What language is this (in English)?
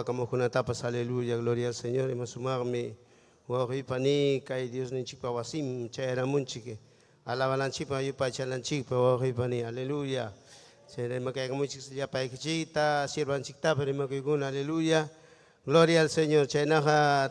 Ayacucho Quechua